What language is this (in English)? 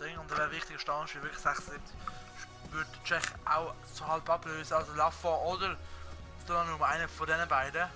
Swiss German